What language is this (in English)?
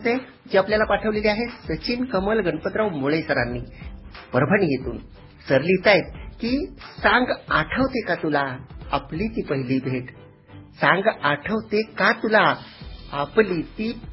Marathi